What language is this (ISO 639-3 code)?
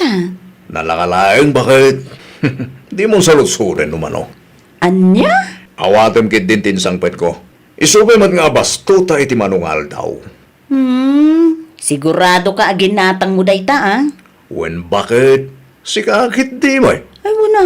ilo